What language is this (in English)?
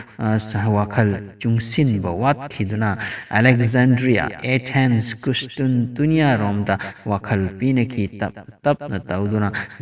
Manipuri